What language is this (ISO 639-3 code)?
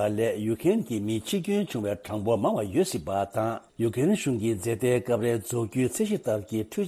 bod